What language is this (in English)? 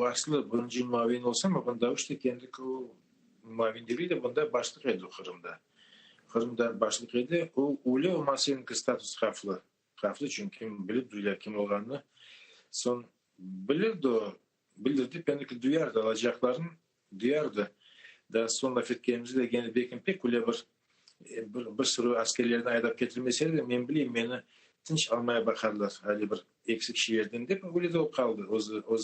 Crimean Tatar